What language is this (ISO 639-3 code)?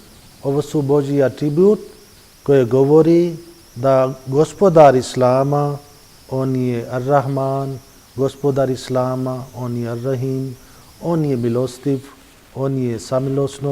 bos